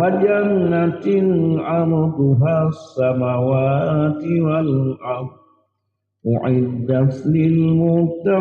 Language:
Achinese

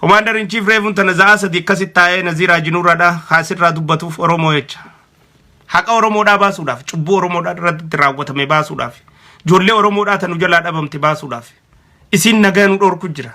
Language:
Oromo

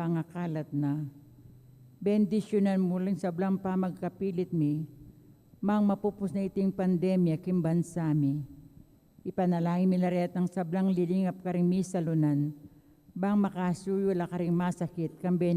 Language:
Pampanga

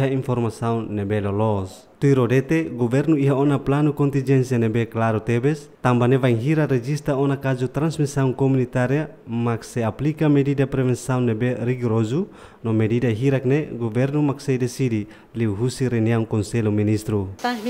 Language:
Tetum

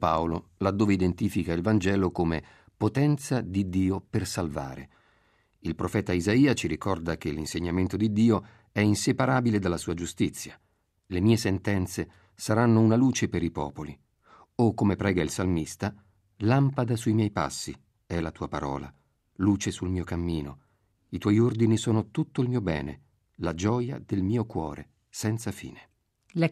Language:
Italian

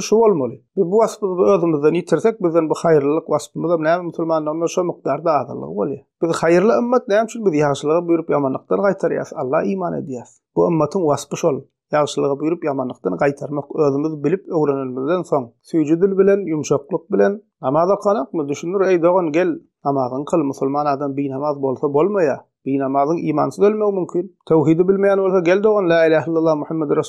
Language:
Turkmen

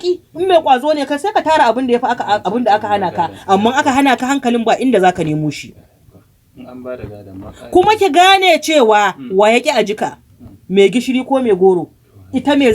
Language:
Hausa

